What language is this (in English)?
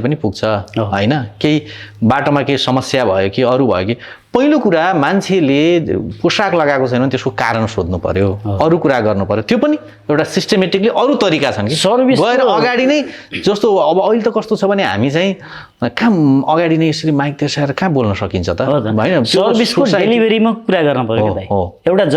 Nepali